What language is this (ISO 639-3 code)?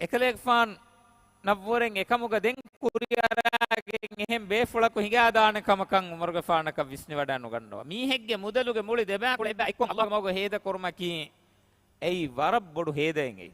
div